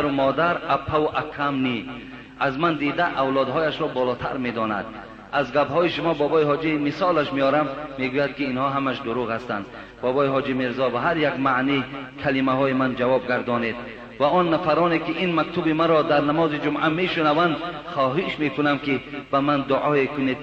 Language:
Tajik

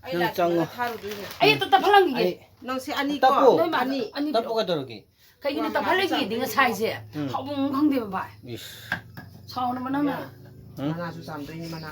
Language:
Manipuri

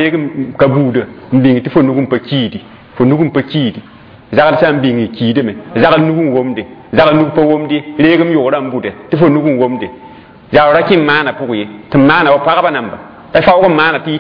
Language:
Mossi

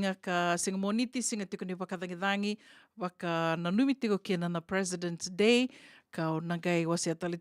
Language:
Fijian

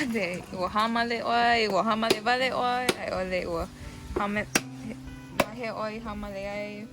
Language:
Hawaiian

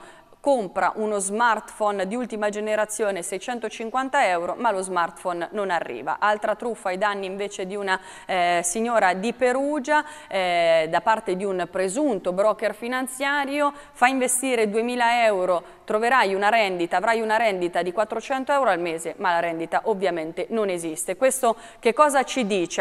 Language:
Italian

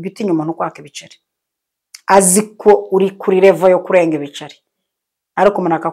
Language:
Kinyarwanda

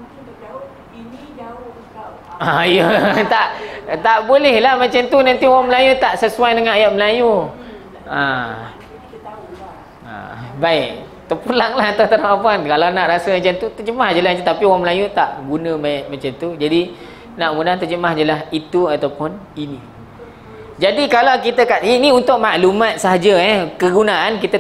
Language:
Malay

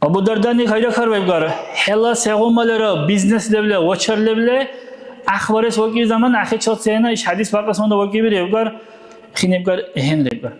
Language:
Dargwa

